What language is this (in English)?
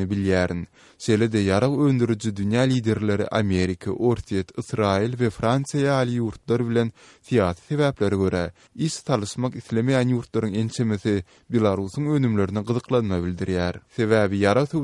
Kyrgyz